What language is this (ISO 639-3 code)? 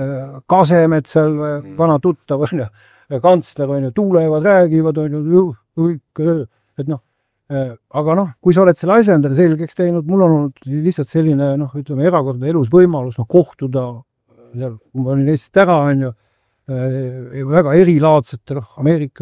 est